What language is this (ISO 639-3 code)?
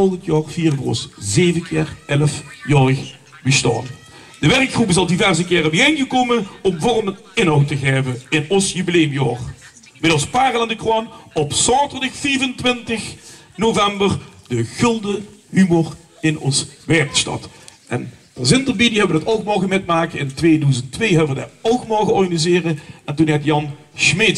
lim